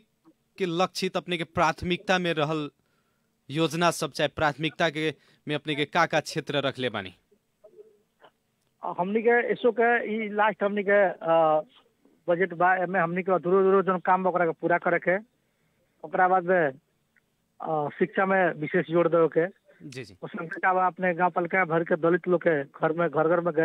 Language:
Bhojpuri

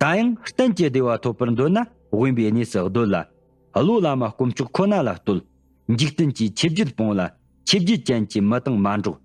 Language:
Tibetan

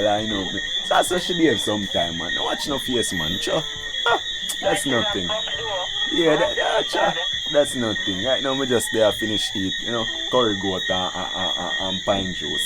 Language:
Jamaican Creole English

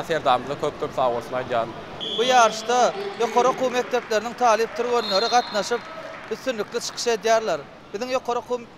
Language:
Turkmen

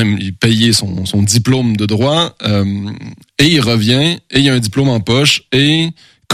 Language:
French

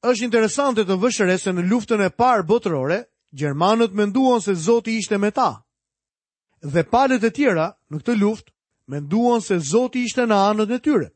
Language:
Albanian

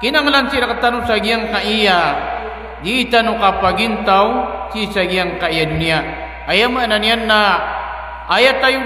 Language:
Maranao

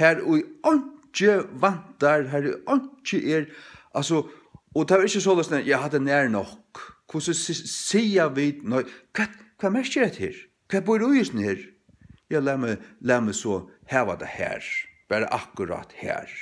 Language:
Faroese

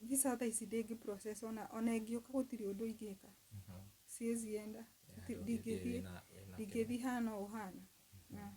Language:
Kikuyu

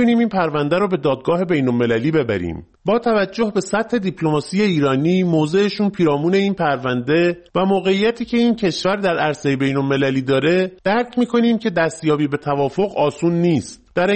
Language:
Persian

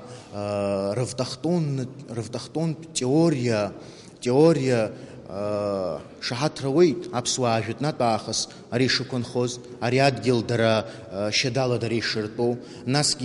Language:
Abkhazian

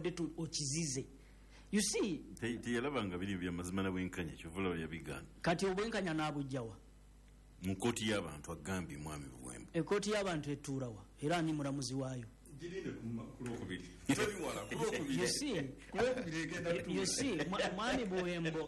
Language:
Ganda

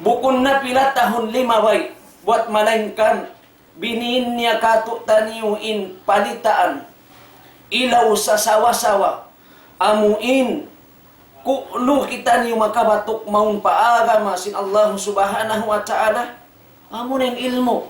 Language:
Tausug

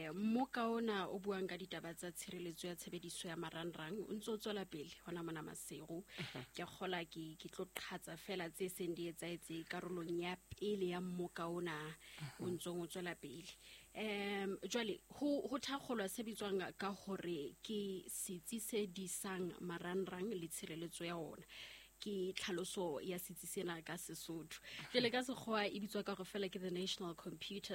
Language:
Southern Sotho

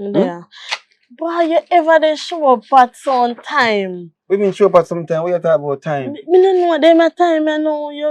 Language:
Jamaican Creole English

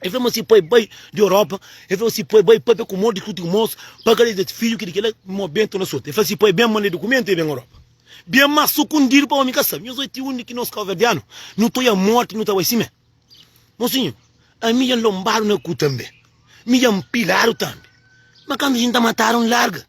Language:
Kabuverdianu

